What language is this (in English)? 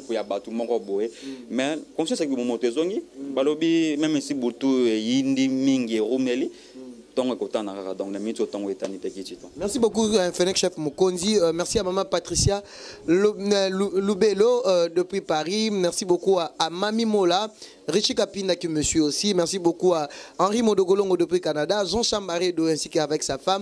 Lingala